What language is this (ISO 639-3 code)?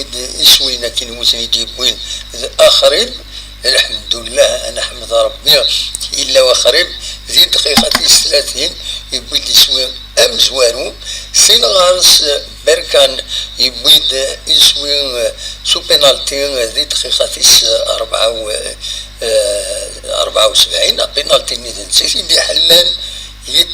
kab